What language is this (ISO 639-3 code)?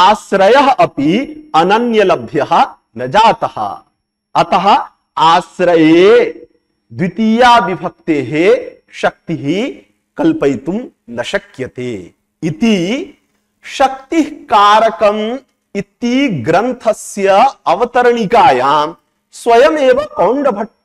san